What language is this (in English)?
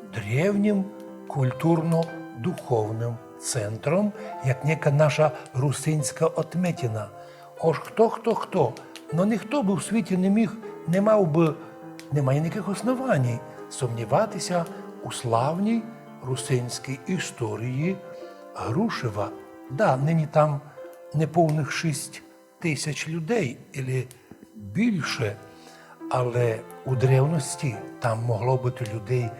Rusyn